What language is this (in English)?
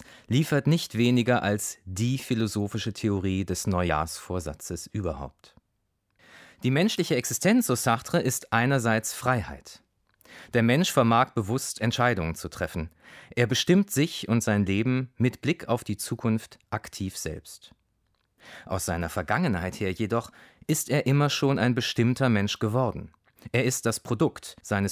German